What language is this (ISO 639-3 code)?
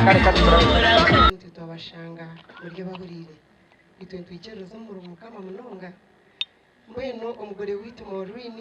nyn